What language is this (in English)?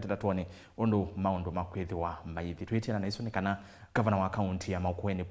Kamba